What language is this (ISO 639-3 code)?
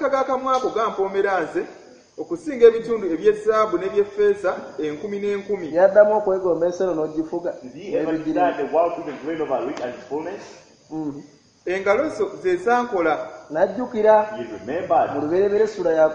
lug